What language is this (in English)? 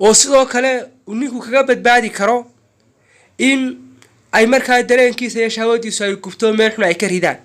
Somali